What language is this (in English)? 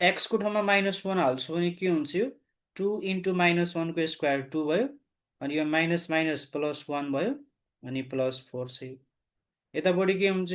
Nepali